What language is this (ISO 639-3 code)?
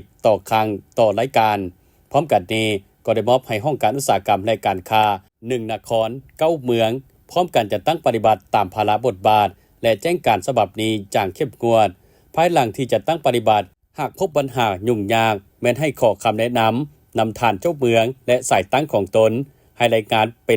lao